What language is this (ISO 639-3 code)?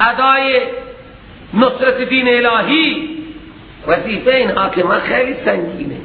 fas